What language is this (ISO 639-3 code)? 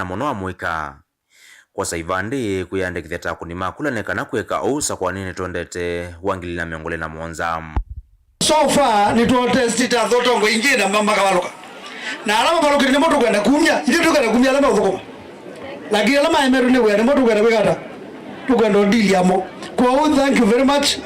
kam